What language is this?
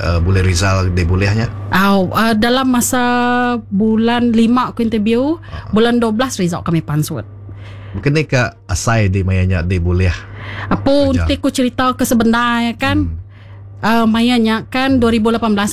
Iban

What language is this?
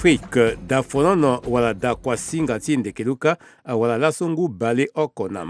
Sango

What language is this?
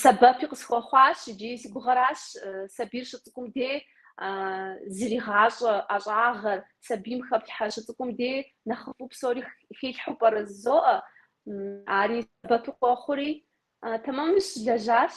Kabardian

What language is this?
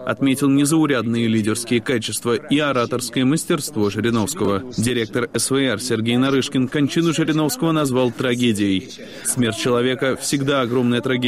Russian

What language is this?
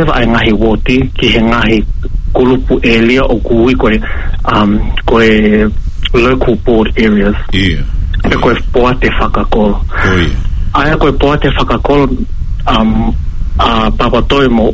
Tongan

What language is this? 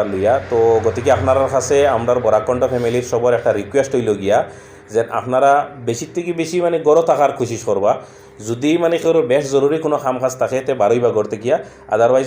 Sylheti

